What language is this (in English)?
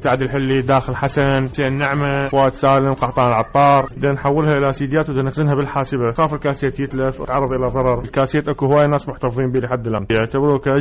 Mesopotamian Arabic